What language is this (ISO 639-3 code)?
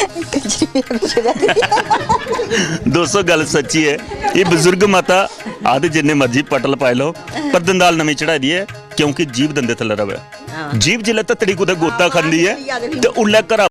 doi